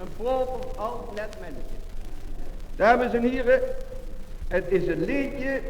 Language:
Limburgish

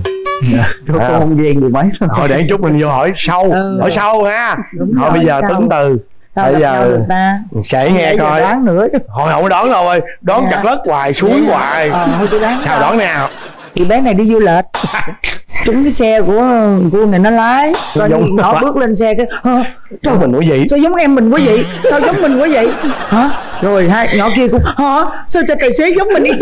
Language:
Vietnamese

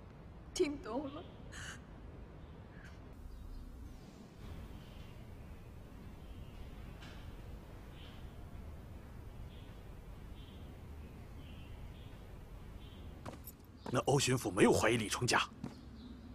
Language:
Chinese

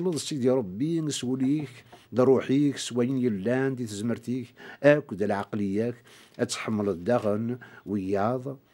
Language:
Kabyle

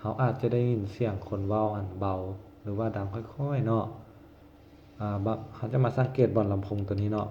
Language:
Lao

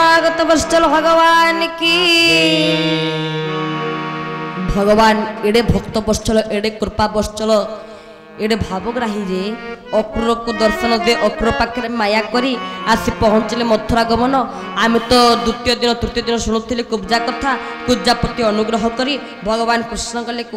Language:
Odia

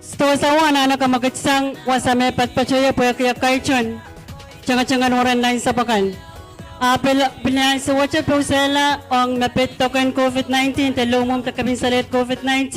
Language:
Pohnpeian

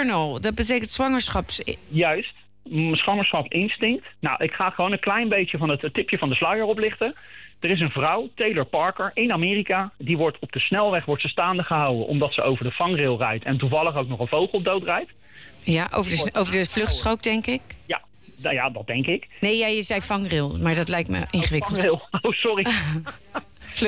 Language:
Dutch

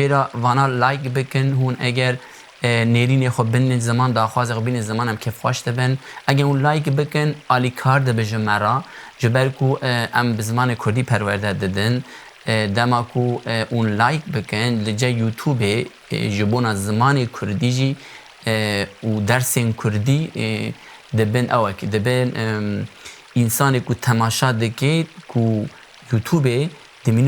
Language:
Kurdish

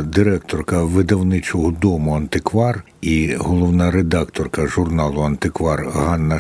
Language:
Ukrainian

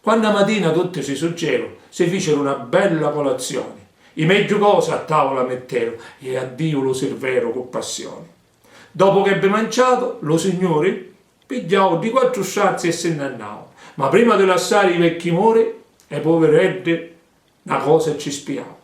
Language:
Sicilian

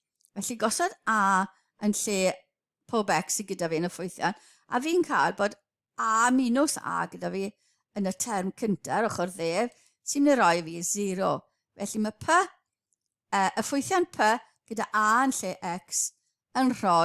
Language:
Welsh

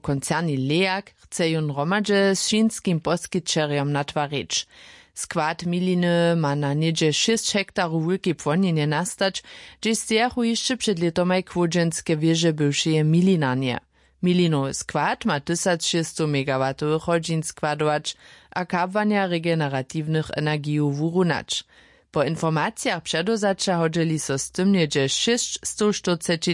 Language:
Upper Sorbian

